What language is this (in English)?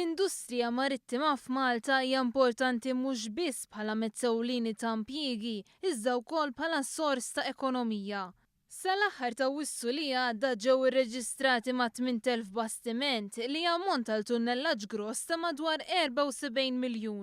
Maltese